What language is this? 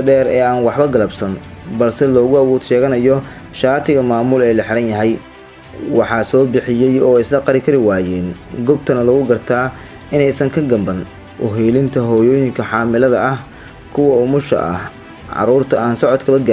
Somali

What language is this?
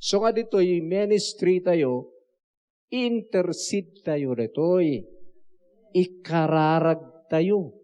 Iloko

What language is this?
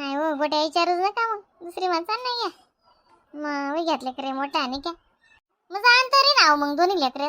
Khandesi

